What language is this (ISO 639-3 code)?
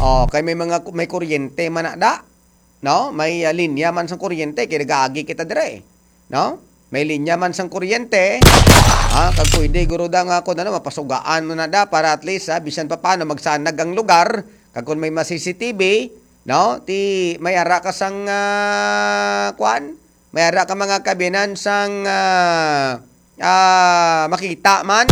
hil